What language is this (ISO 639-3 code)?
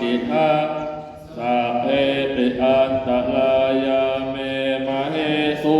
pli